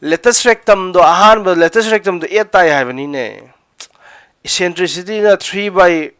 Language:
Manipuri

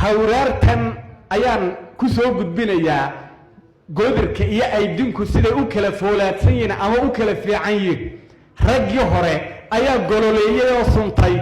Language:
Somali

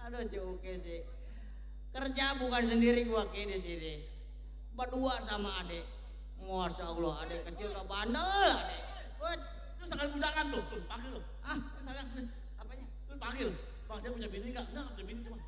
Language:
Betawi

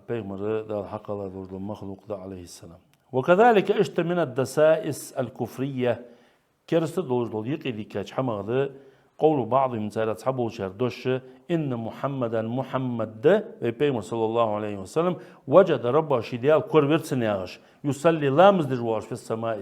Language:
Ingush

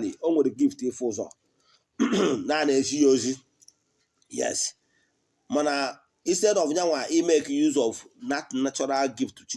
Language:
Igbo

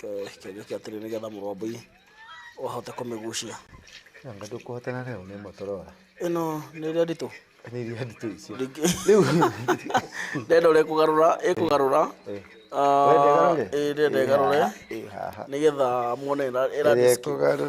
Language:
Kikuyu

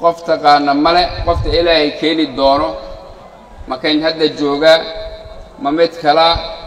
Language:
Somali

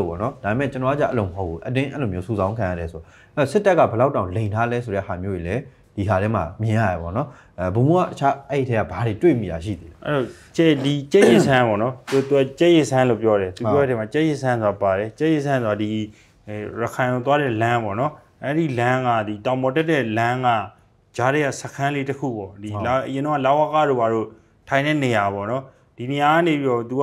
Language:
Burmese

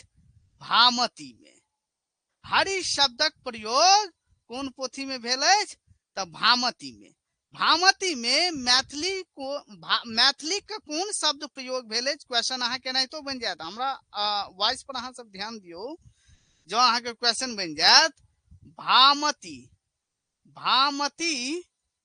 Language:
Maithili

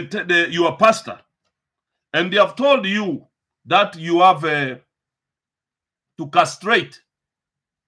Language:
English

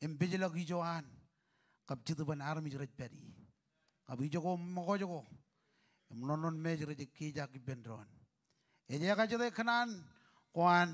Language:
Marshallese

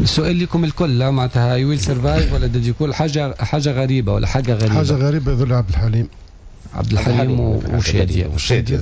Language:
Tunisian Arabic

